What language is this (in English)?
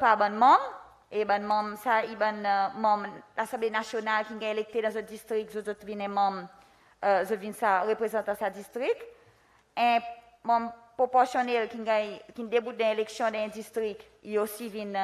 Seselwa Creole French